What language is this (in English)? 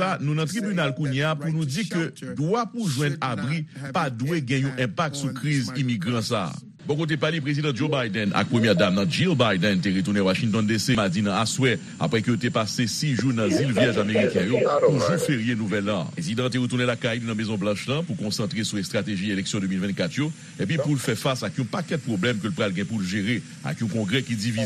Haitian Creole